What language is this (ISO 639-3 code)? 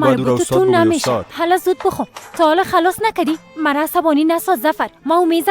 fas